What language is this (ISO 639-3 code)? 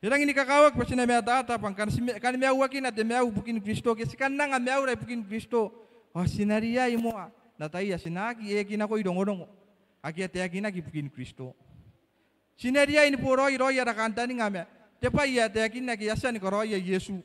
gil